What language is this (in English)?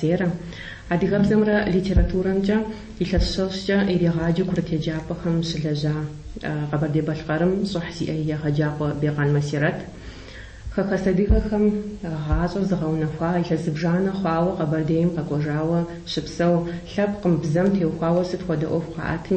Kabardian